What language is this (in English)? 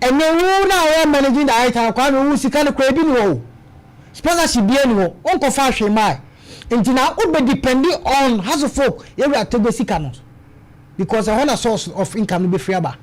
Akan